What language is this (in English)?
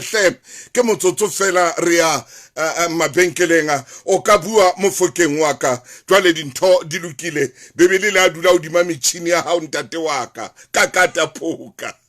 Southern Sotho